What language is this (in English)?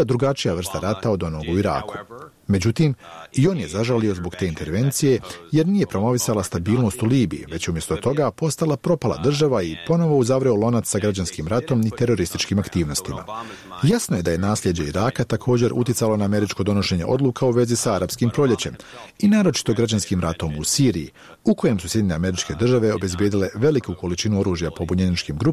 Bosnian